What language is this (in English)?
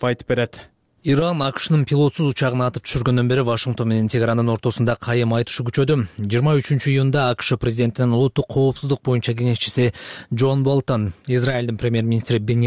Kyrgyz